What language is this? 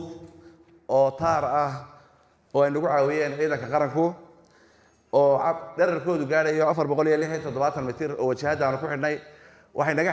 Somali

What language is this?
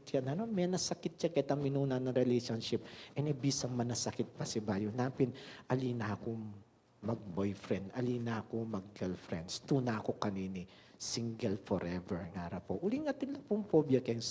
Pampanga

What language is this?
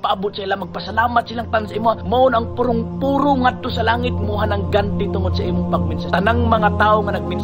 Cebuano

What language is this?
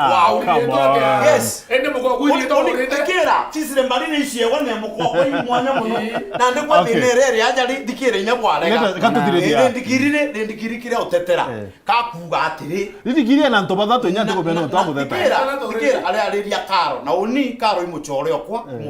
Meru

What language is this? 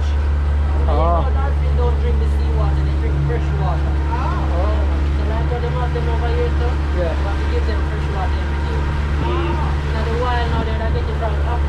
Jamaican Creole English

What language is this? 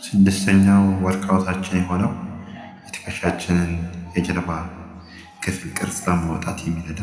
Amharic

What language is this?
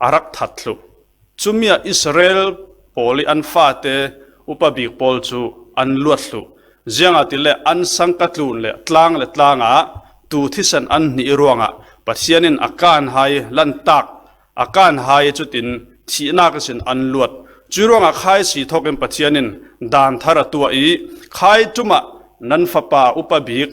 Falam Chin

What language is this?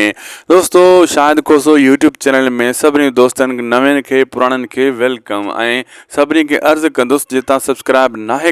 Sindhi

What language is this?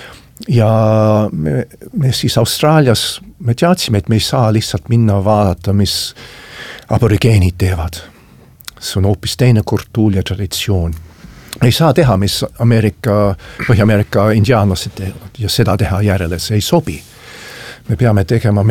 Estonian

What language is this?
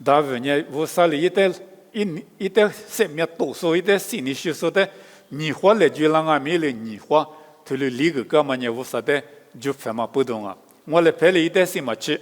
Lisu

